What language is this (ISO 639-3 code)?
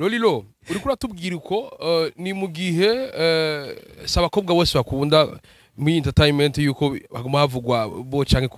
run